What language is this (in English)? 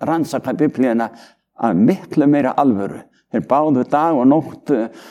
Icelandic